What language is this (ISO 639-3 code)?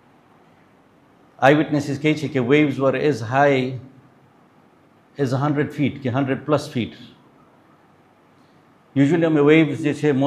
guj